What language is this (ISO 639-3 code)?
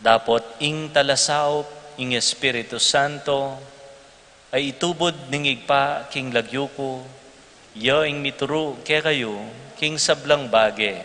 pam